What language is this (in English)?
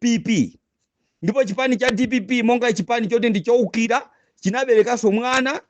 Nyanja